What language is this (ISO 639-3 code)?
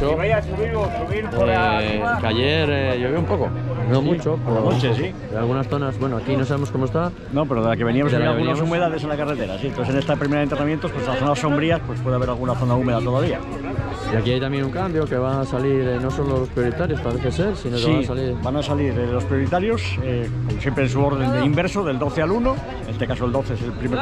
spa